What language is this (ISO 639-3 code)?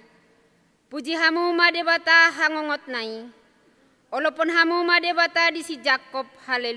bbc